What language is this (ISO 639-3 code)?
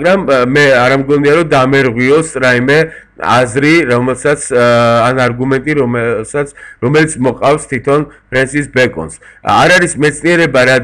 kat